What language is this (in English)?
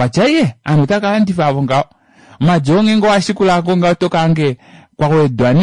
Kuanyama